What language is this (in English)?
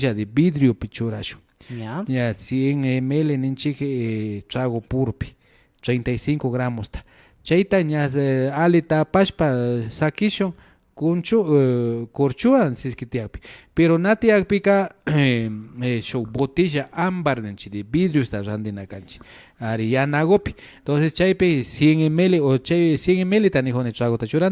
Imbabura Highland Quichua